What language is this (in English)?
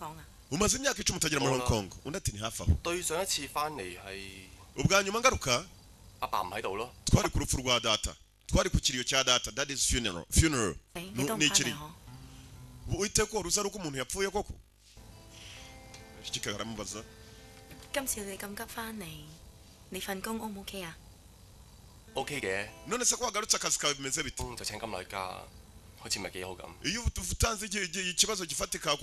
Kinyarwanda